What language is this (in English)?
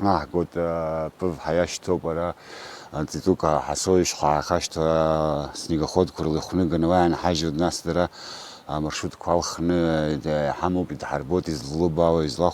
Abkhazian